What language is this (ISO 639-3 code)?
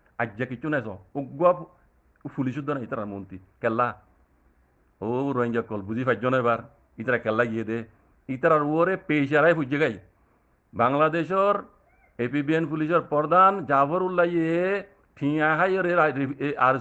rhg